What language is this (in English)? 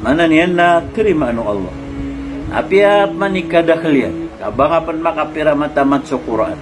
Maranao